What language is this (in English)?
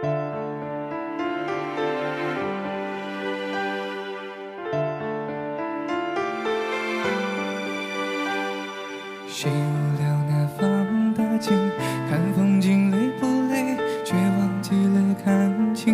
Chinese